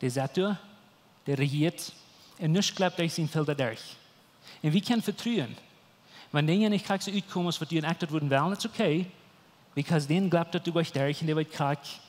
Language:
Plautdietsch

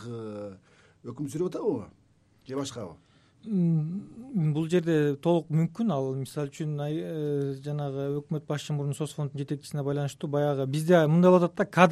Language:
Kyrgyz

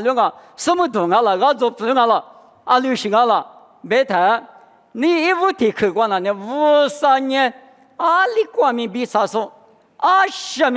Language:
Lisu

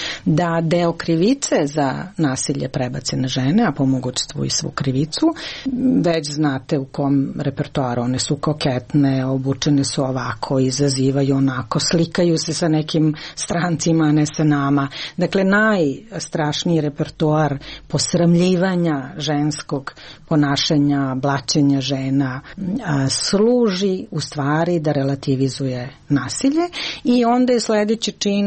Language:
Serbian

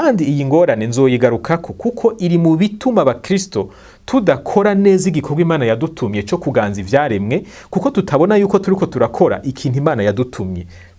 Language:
Rundi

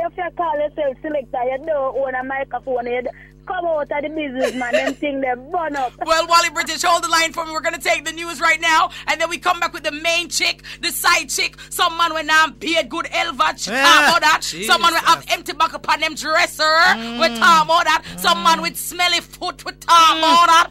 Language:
Jamaican Creole English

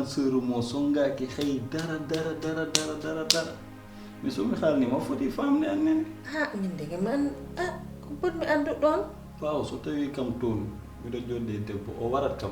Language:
Fula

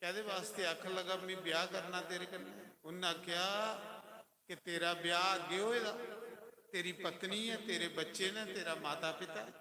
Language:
Dogri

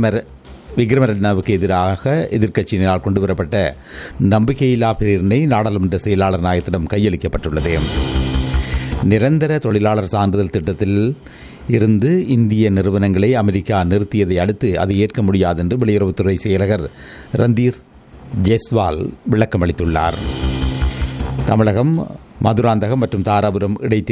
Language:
Tamil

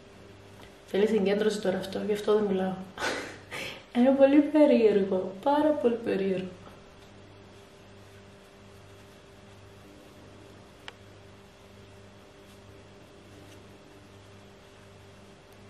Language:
Greek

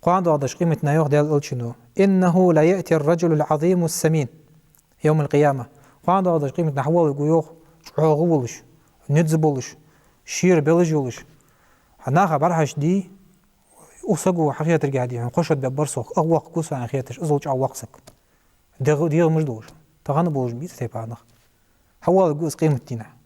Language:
Ingush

